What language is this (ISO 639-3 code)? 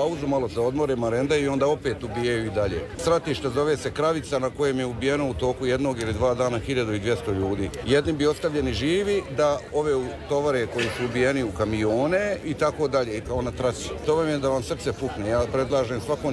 hrv